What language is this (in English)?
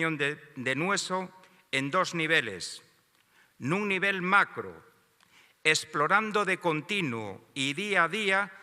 Asturian